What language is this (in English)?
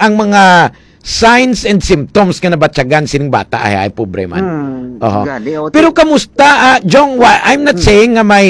Hiligaynon